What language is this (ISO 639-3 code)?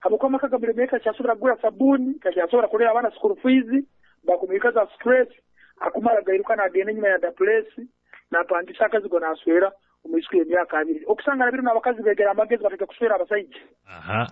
nyo